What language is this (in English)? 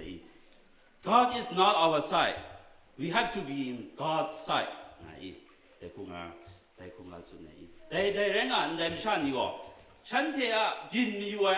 Kachin